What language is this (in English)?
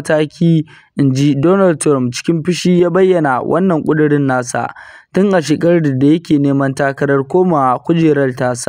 Hausa